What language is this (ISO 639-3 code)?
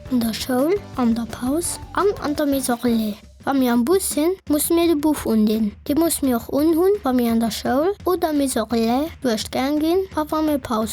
ltz